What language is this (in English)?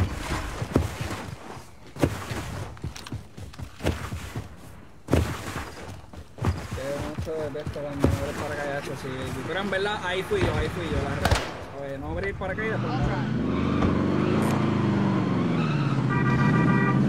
Spanish